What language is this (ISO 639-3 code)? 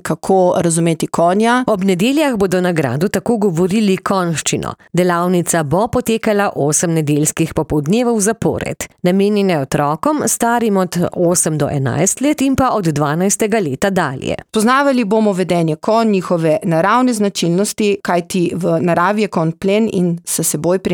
slv